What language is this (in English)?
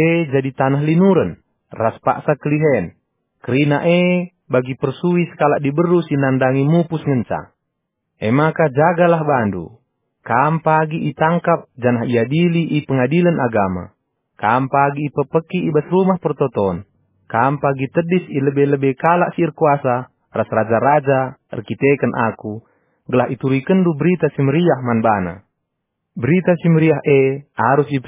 Batak Karo